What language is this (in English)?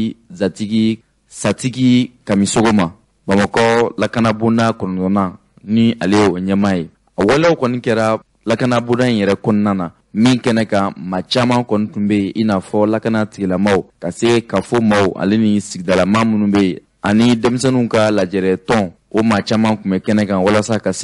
Bambara